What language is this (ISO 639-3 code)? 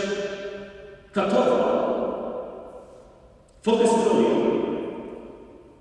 pol